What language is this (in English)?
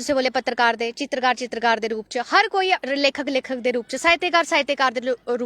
Dogri